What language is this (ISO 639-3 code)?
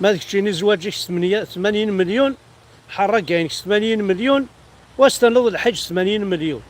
kab